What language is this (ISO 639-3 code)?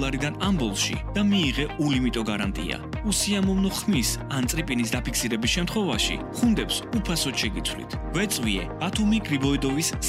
kat